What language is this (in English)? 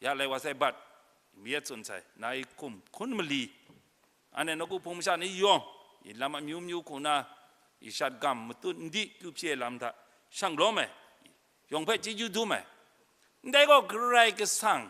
Kachin